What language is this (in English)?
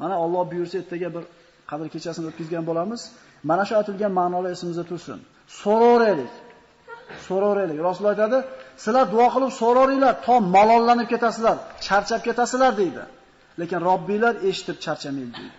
Uzbek